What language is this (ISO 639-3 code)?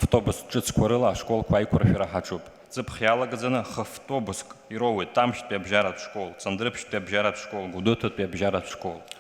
abk